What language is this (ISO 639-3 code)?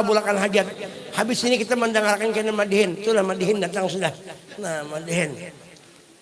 bjn